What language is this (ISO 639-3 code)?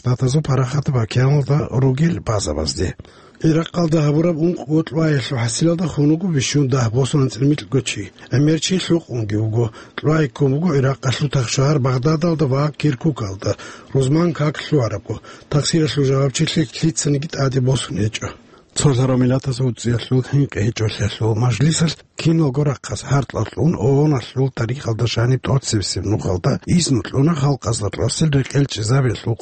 ava